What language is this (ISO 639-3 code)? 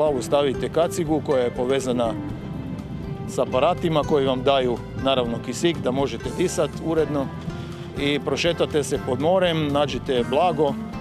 hrv